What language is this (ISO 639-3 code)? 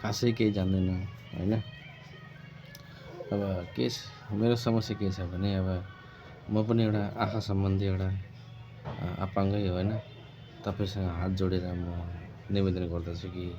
nep